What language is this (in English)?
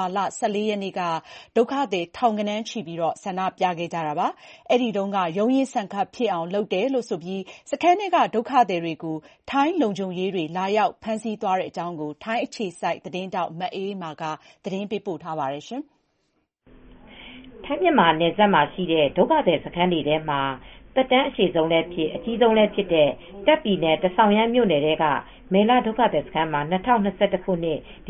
Burmese